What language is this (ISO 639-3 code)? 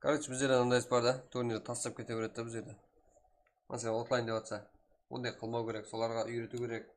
kaa